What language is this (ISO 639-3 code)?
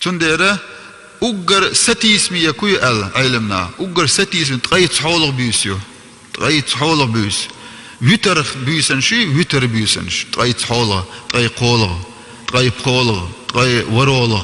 che